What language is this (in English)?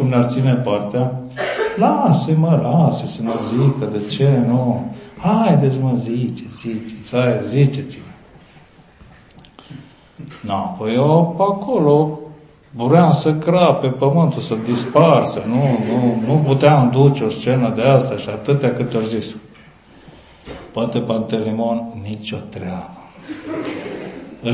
Romanian